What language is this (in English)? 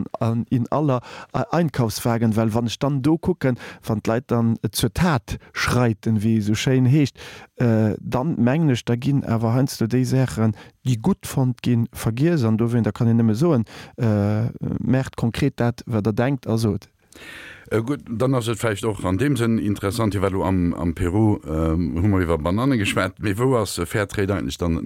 Luxembourgish